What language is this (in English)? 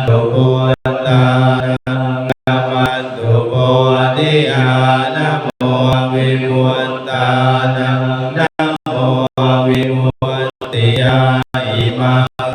Pali